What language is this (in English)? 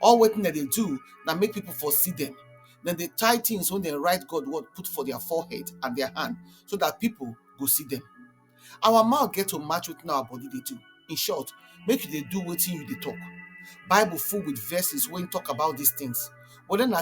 Nigerian Pidgin